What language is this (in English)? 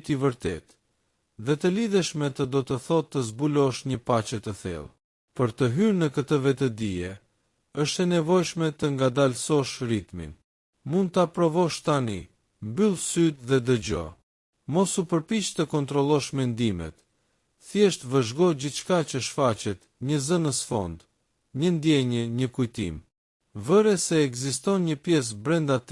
Albanian